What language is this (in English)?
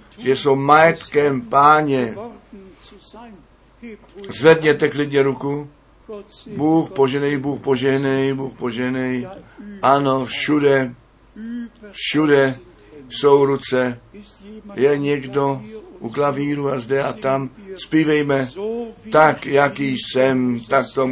Czech